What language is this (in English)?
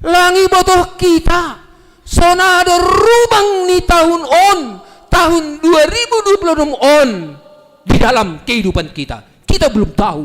Batak Simalungun